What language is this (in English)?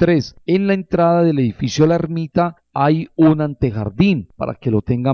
Spanish